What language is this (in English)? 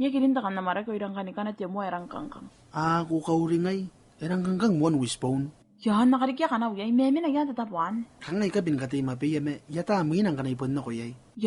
Gilbertese